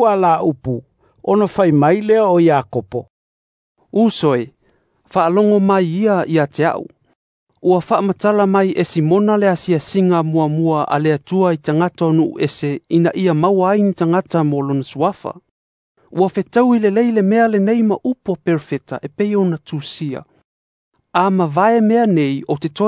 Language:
Samoan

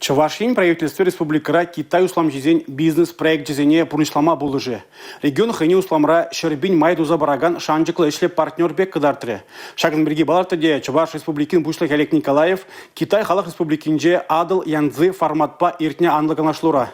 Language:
Chuvash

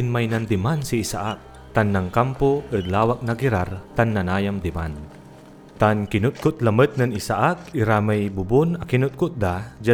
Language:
Pangasinan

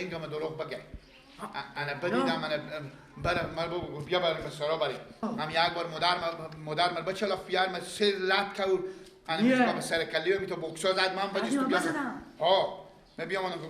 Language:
Persian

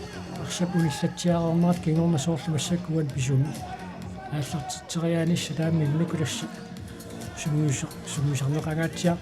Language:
Kalaallisut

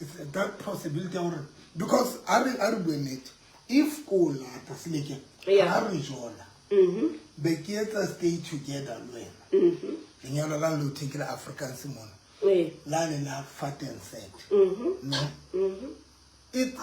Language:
Southern Sotho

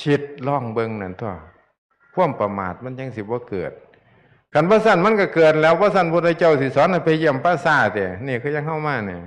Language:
Northeastern Thai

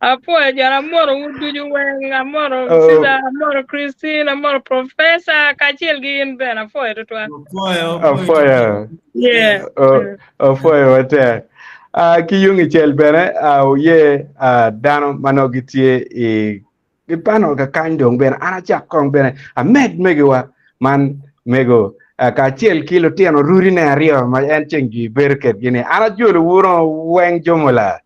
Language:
Acoli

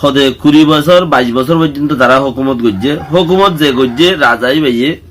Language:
Rohingya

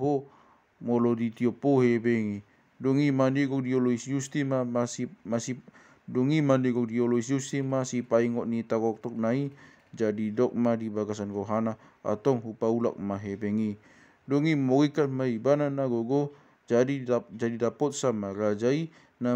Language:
Batak Toba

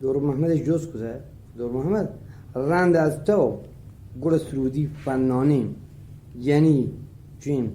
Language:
Eastern Balochi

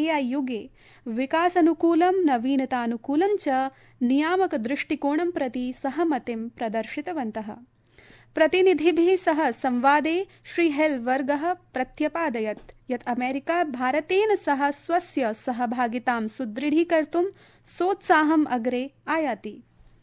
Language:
Sanskrit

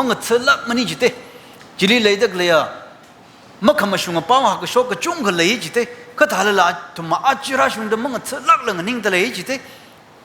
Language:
Tangkhul Naga (India)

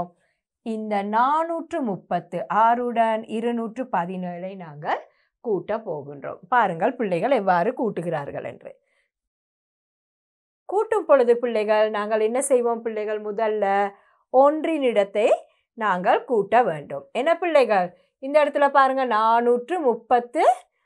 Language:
Tamil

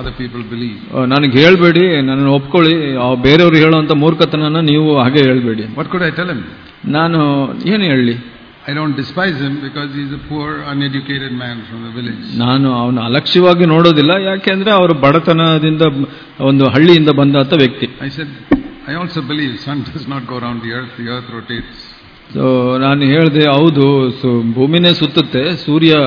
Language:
Kannada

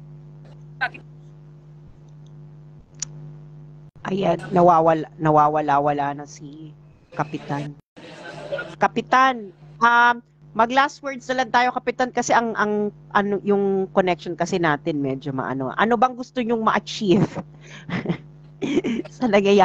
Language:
Filipino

